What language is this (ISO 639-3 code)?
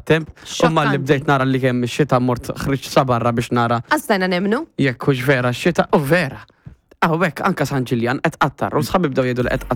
mlt